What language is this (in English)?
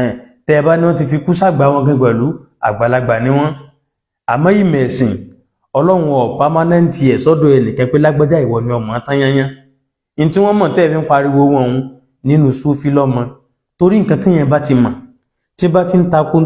Yoruba